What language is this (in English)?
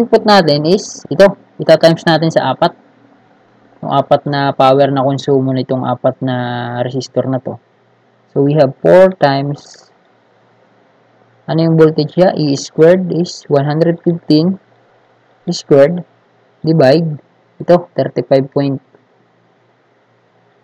Filipino